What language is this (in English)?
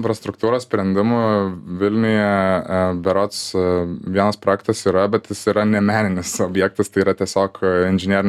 Lithuanian